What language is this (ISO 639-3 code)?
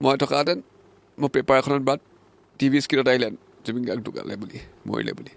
asm